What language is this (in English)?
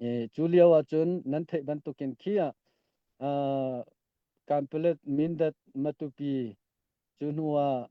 Hakha Chin